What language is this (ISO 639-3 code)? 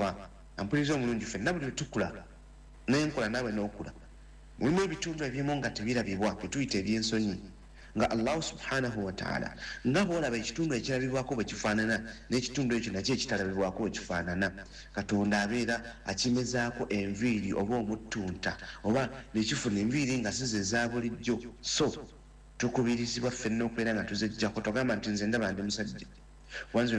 lug